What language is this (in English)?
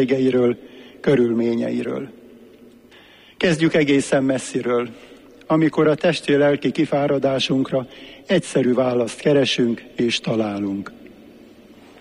Hungarian